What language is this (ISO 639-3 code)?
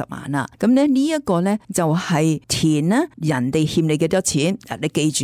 yue